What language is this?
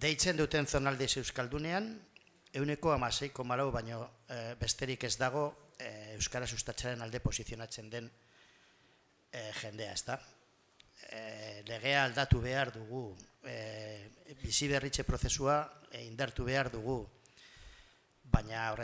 Basque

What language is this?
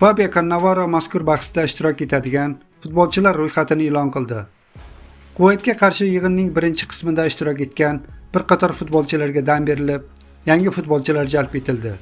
Uzbek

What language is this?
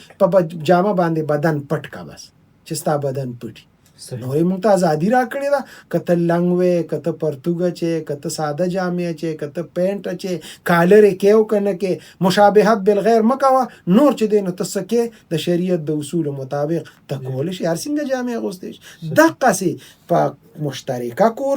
Pashto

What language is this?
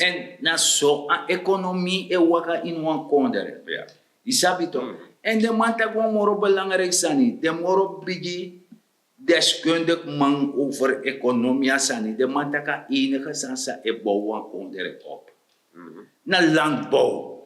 Sranan Tongo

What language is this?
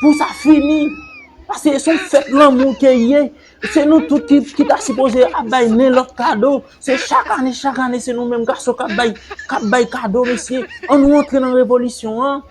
Haitian Creole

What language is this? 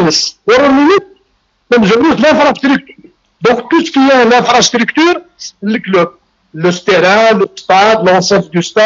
Kabyle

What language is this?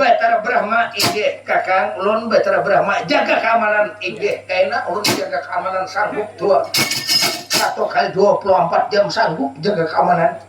Banjar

